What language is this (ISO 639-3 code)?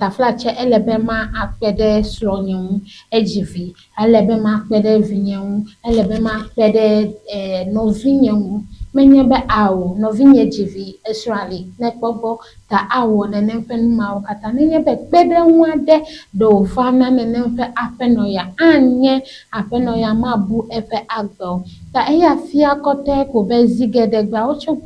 ewe